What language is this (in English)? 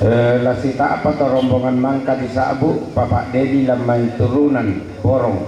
Toraja-Sa'dan